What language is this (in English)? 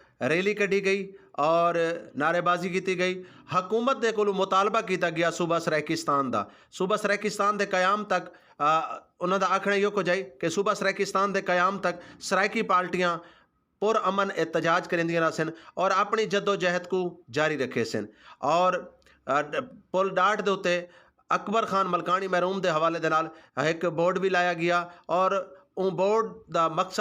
Saraiki